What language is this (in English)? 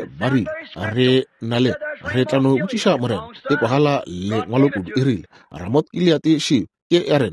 Northern Sotho